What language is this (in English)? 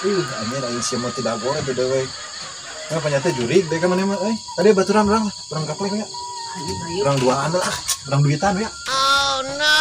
Sundanese